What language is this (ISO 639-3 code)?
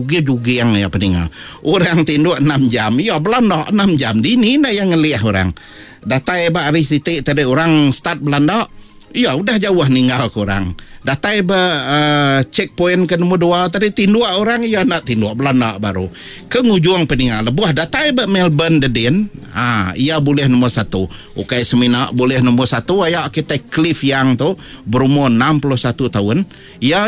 iba